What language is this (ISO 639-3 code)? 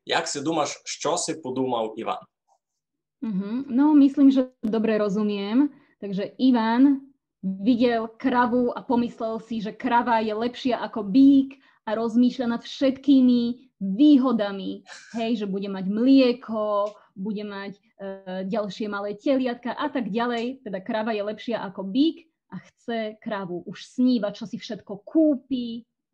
rue